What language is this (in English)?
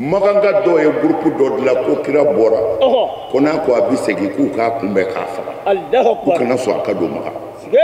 Bambara